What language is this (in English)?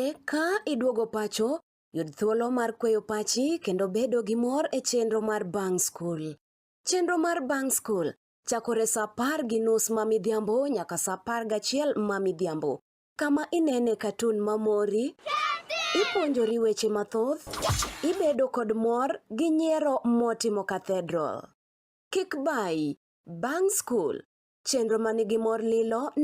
Luo (Kenya and Tanzania)